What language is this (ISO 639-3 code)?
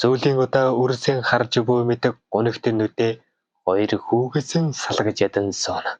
mon